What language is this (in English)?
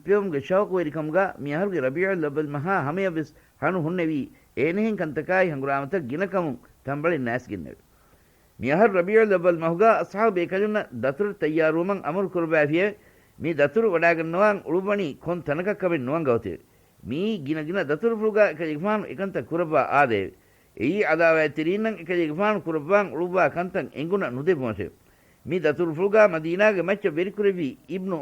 Divehi